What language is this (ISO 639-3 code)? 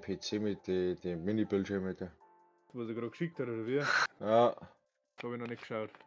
bar